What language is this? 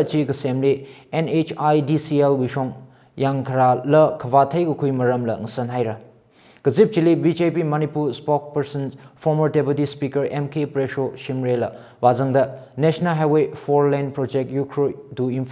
Tangkhul Naga (India)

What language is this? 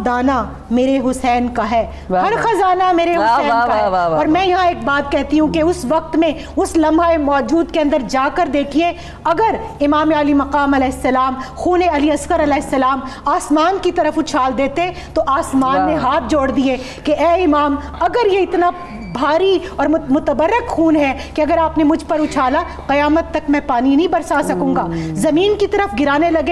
Urdu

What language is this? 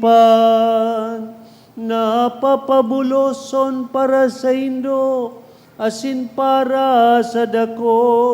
Bikol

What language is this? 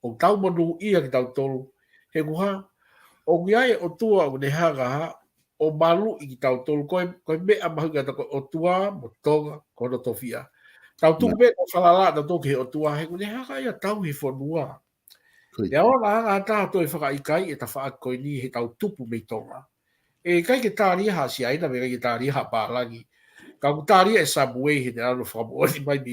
Tongan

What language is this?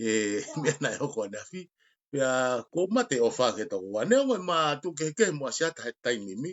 Tongan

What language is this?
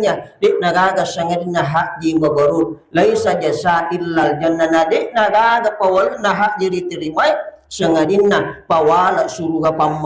Buginese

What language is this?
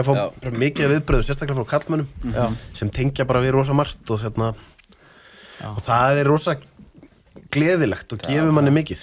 Icelandic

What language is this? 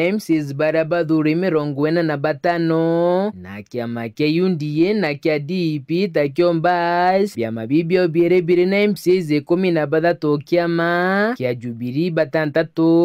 Meru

